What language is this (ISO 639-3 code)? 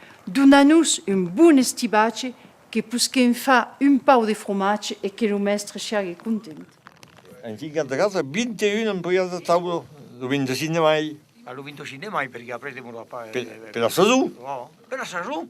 oci